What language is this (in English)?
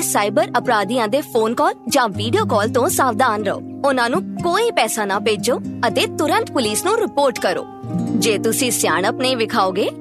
Punjabi